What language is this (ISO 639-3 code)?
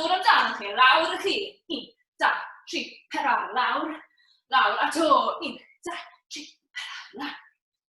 cym